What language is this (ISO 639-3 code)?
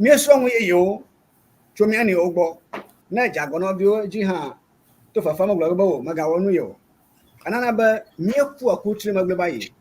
ewe